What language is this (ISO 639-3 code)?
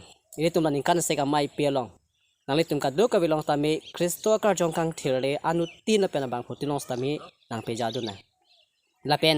mjw